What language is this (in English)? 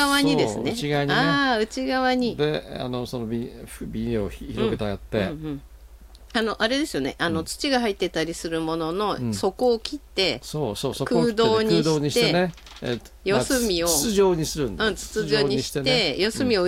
Japanese